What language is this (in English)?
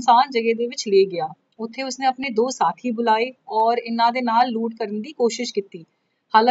Punjabi